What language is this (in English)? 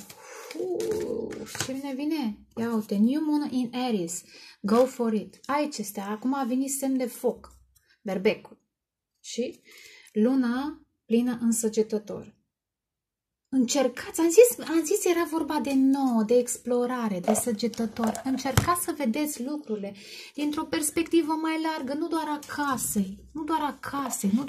Romanian